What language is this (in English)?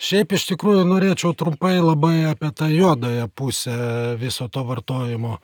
Lithuanian